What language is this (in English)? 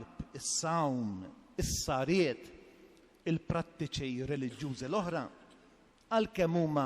Maltese